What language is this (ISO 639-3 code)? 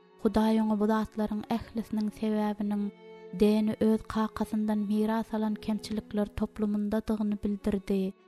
tuk